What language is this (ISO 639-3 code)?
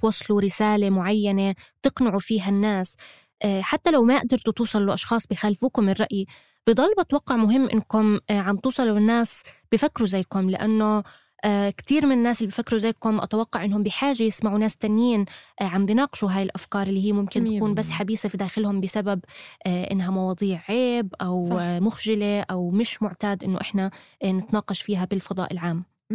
apc